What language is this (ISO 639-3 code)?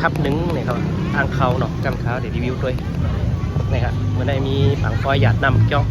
shn